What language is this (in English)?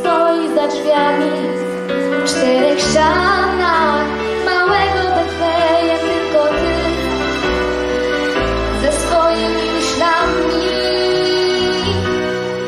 Polish